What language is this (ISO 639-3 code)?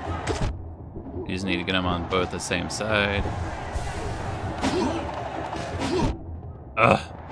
eng